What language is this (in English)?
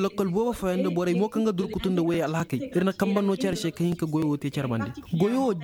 Koyraboro Senni